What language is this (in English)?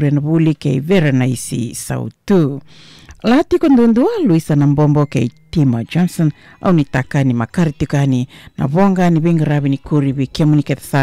Fijian